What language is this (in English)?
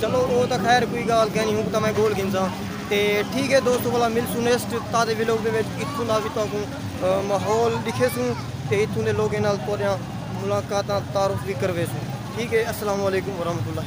Saraiki